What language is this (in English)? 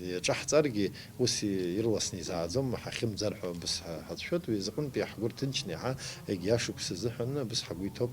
Abkhazian